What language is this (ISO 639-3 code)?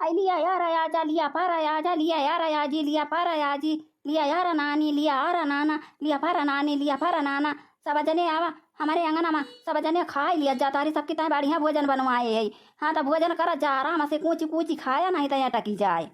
awa